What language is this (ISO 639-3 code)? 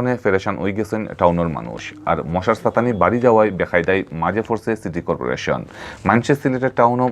syl